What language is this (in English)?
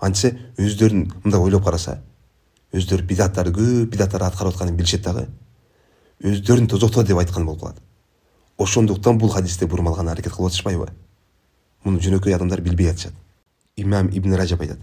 Kyrgyz